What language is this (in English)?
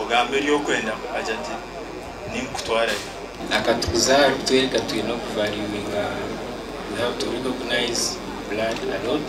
Nyankole